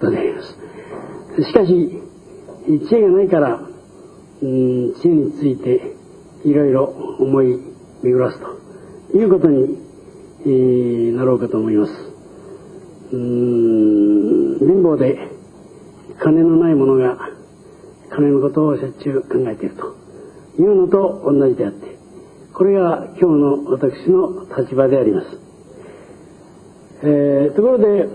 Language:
Japanese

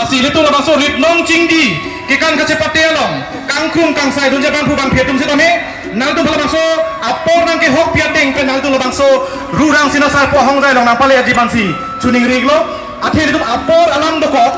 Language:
Karbi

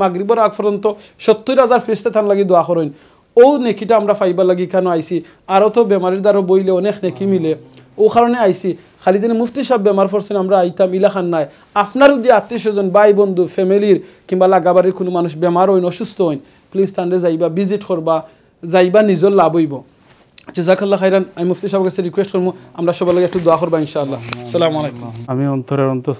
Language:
Sylheti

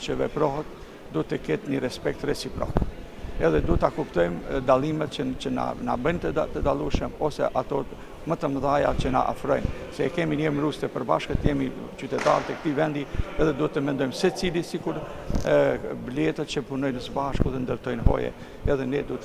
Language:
Albanian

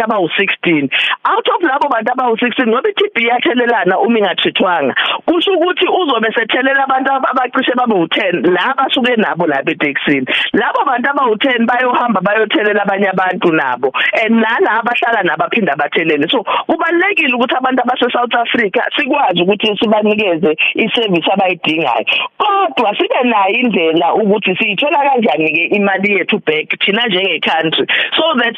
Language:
Zulu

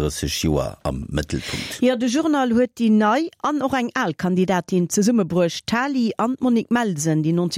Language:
Luxembourgish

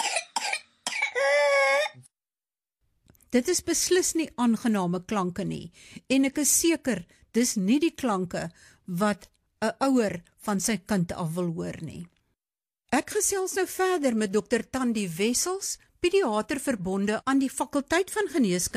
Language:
Afrikaans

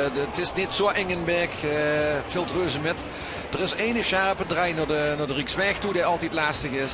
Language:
Limburgish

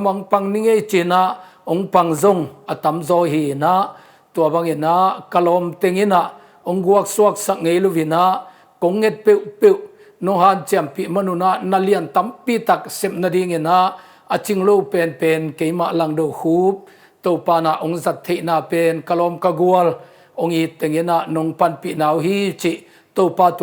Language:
Tedim Chin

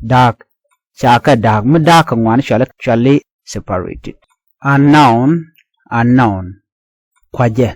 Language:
Nuer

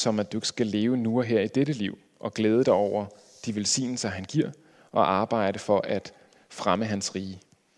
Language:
Danish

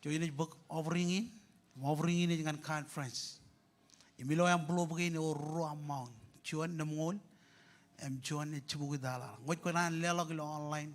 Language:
Marshallese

